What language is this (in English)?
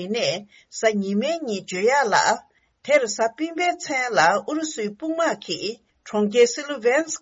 Tibetan